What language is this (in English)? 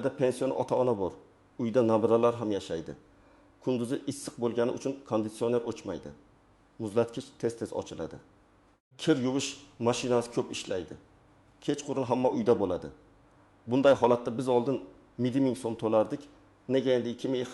Uzbek